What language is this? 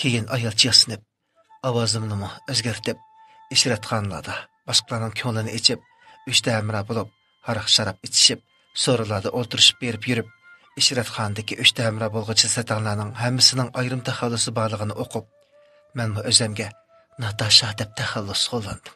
Uyghur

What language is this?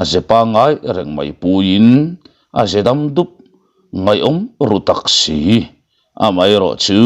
Mizo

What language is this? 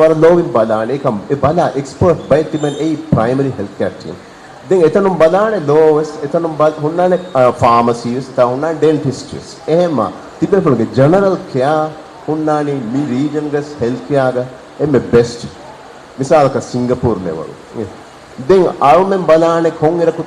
Divehi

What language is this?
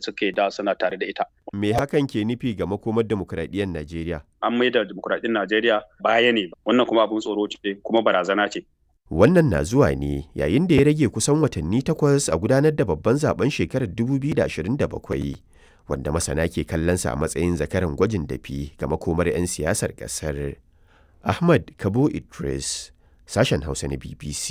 Hausa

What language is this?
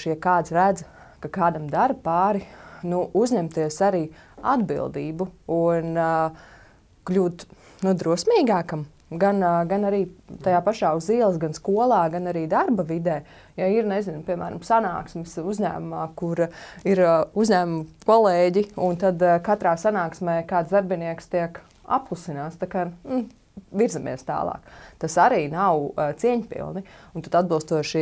Latvian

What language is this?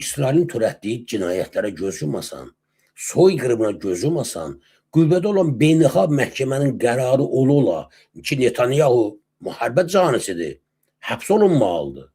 Azerbaijani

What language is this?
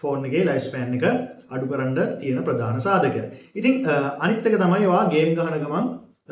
Sinhala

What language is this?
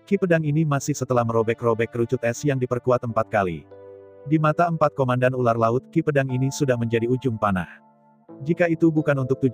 Indonesian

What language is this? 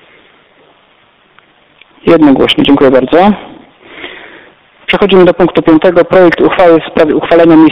Polish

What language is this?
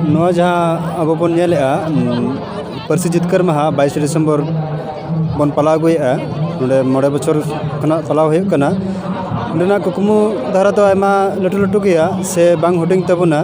Santali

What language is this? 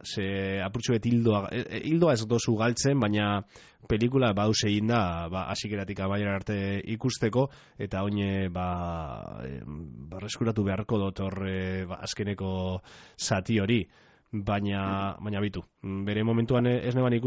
Basque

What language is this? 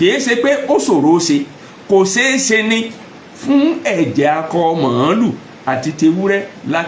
Yoruba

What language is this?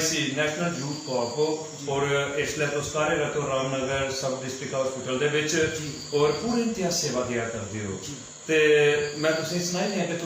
Dogri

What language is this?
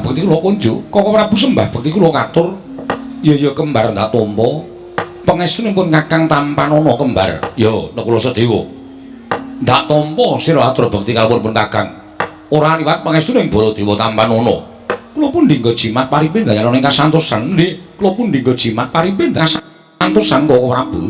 Javanese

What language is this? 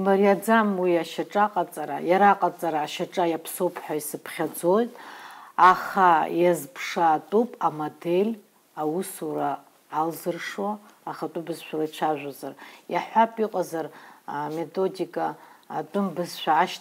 Abkhazian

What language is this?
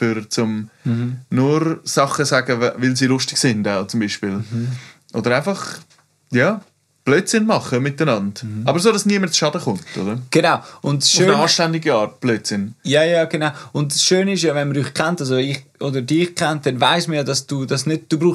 German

